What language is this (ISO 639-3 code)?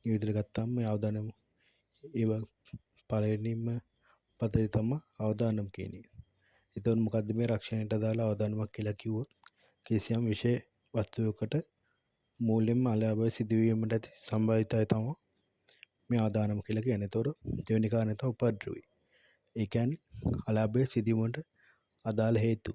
sin